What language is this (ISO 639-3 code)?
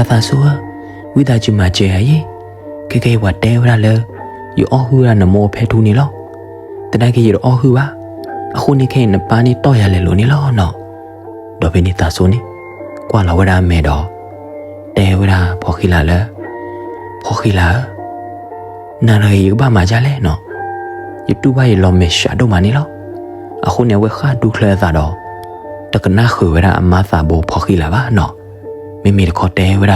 ksw